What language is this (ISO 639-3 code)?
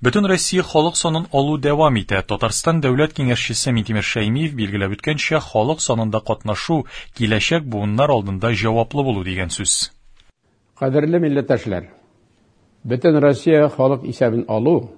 tat